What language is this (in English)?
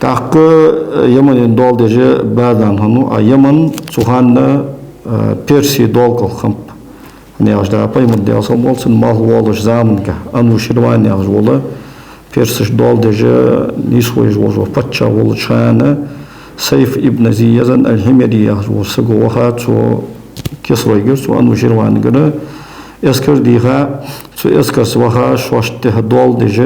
Ingush